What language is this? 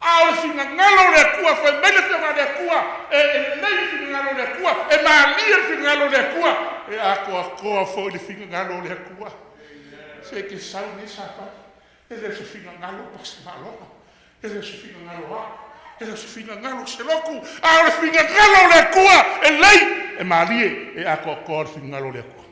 Samoan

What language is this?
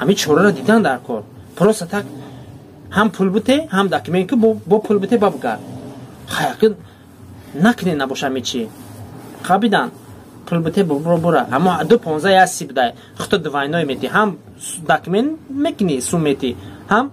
Tajik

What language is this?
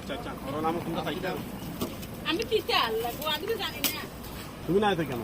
Sylheti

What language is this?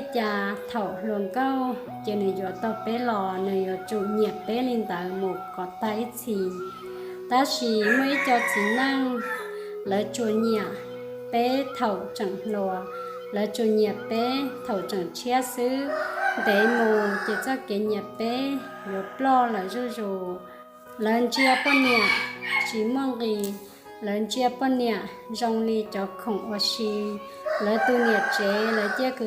Hmong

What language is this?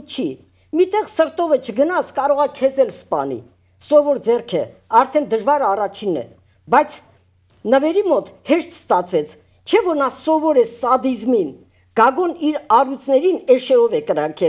Armenian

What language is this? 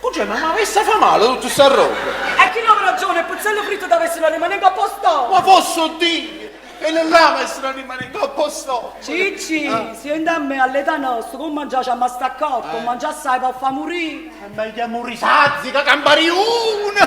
Neapolitan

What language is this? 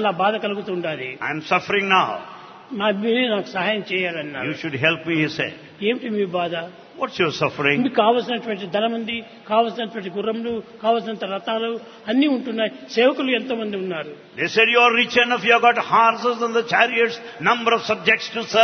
Telugu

